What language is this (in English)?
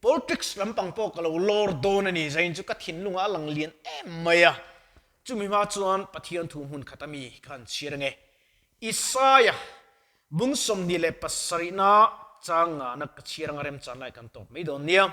Mizo